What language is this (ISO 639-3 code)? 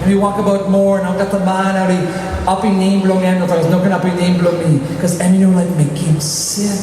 tpi